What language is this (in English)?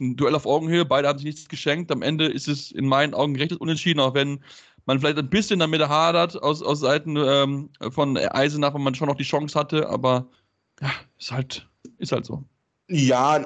German